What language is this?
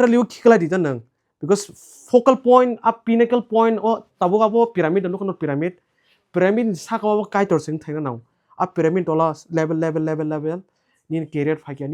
Kok Borok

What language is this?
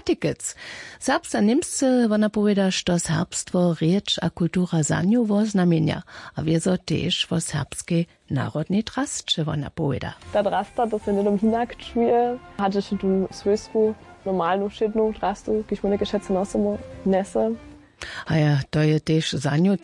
Upper Sorbian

